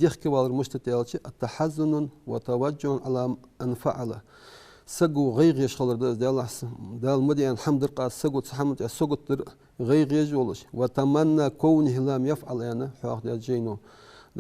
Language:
Ingush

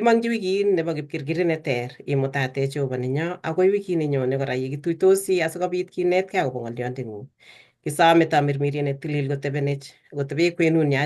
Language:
Kalenjin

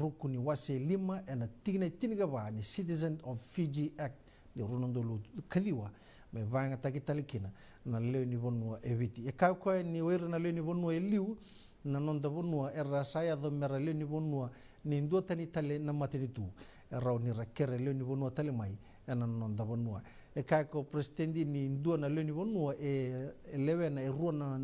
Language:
Fijian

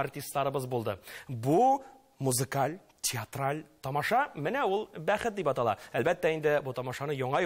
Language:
Tatar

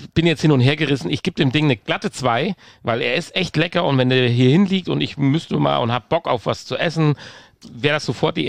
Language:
German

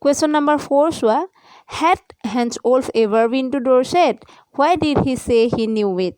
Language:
Assamese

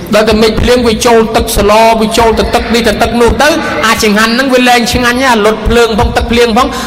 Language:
Khmer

